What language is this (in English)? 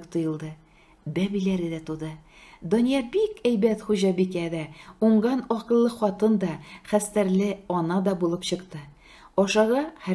Tatar